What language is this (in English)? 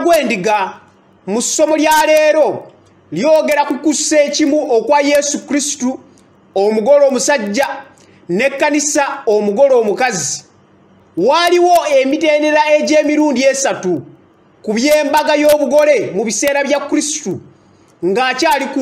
Ganda